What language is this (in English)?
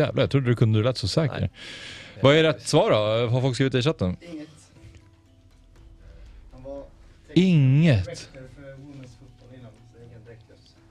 Swedish